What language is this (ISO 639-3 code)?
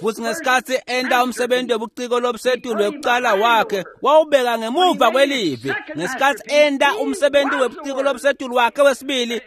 ssw